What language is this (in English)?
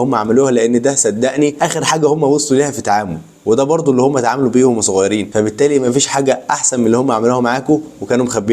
Egyptian Arabic